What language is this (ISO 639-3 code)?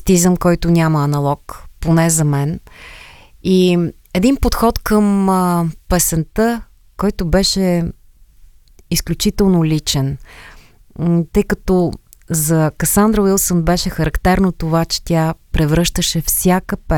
bul